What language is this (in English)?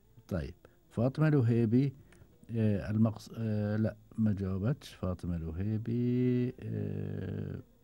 Gulf Arabic